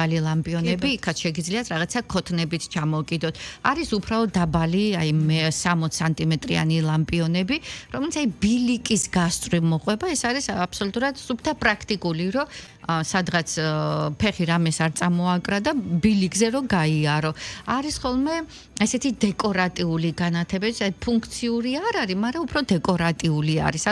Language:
Georgian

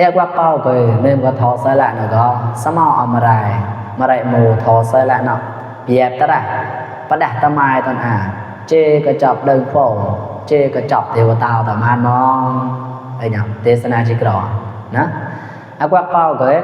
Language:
Mon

